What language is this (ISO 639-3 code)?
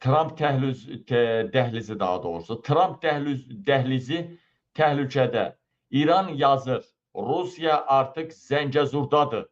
aze